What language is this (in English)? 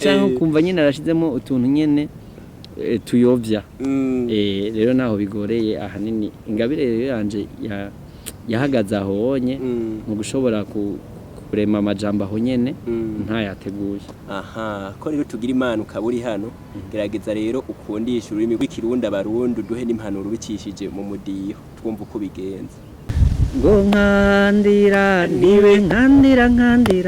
Rundi